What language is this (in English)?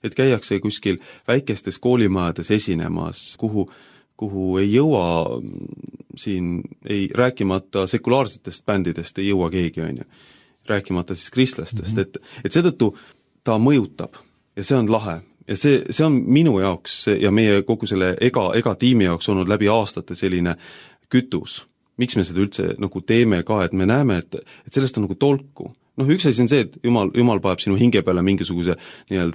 Estonian